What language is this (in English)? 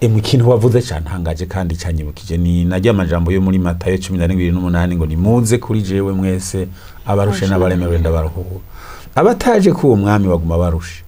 Rundi